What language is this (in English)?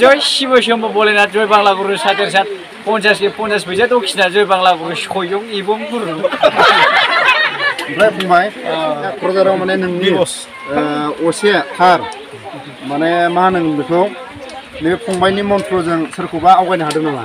Bodo